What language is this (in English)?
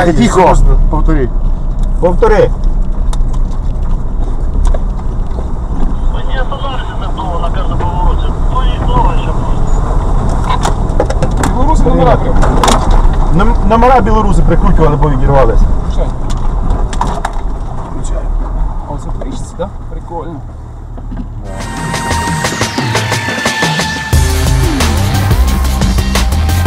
Ukrainian